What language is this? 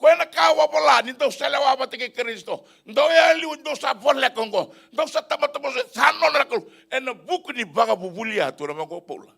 Fijian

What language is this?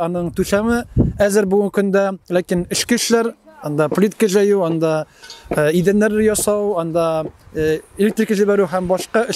Tatar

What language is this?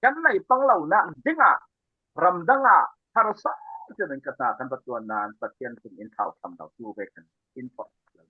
Falam Chin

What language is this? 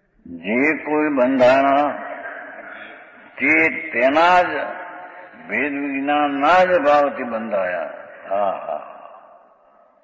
Gujarati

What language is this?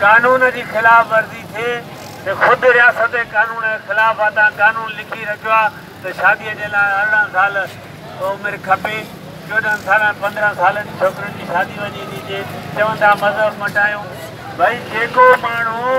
Sindhi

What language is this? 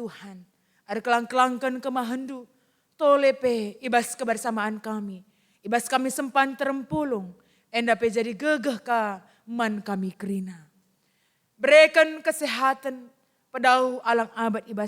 Batak Karo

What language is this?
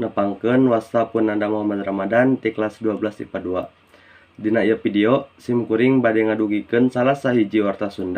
Sundanese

